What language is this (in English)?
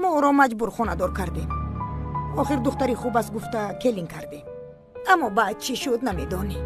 Tajik